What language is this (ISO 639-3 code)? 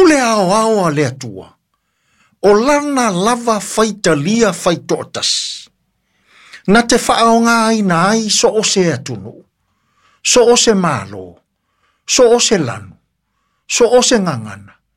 smo